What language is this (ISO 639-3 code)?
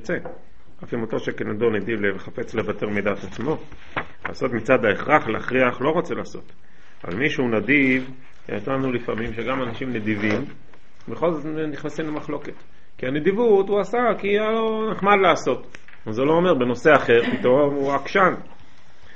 heb